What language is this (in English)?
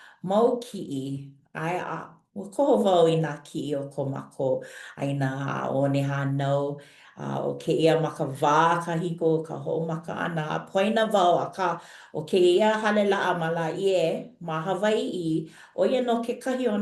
Hawaiian